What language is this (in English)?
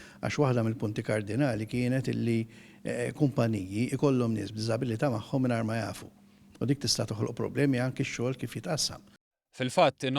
Maltese